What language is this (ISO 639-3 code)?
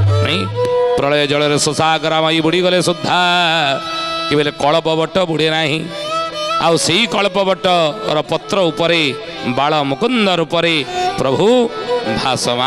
ori